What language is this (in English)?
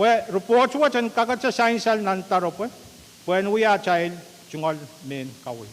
Pohnpeian